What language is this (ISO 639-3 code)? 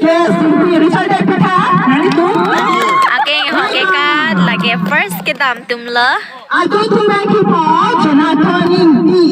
mjw